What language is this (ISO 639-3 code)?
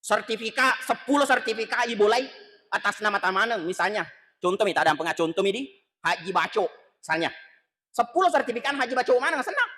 bug